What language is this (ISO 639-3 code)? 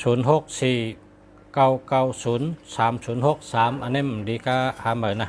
shn